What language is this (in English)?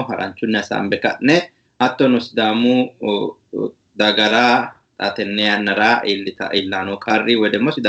Sidamo